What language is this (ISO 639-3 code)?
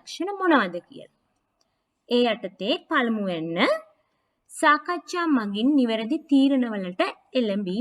sin